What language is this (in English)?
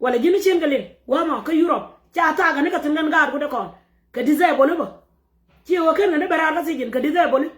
Nuer